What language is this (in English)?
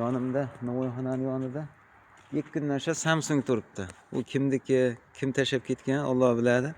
Uzbek